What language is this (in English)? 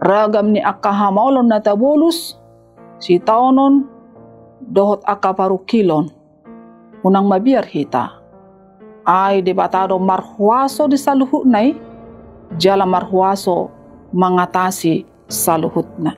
Batak Toba